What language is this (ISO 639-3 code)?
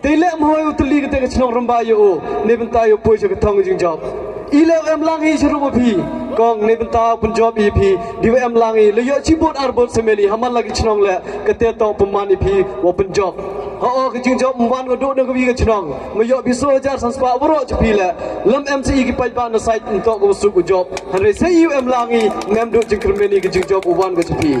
pbv